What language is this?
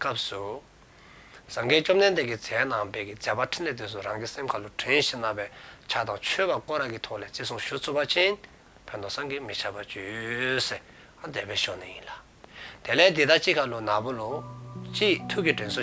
Dzongkha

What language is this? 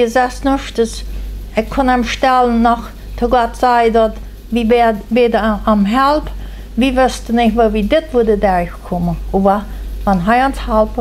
Plautdietsch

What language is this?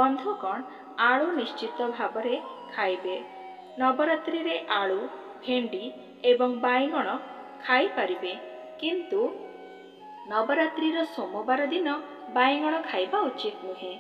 Odia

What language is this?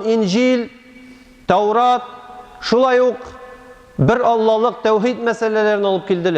Tatar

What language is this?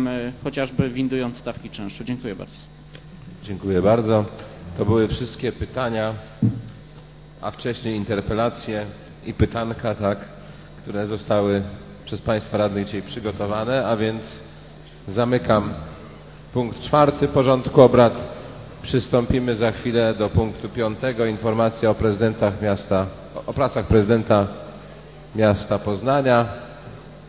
Polish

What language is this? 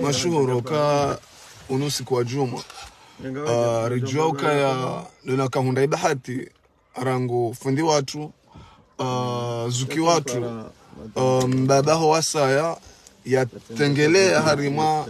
Ngazidja Comorian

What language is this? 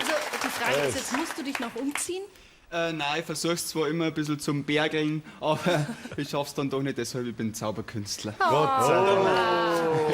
Bavarian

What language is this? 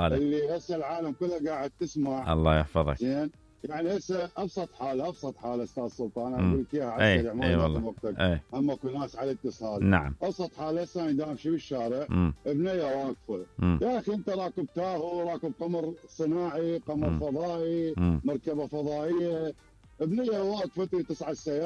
Mesopotamian Arabic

